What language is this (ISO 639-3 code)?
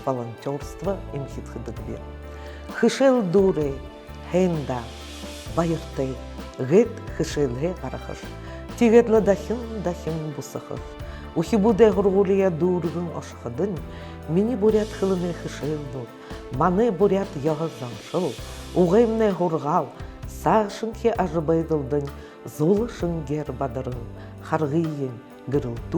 bua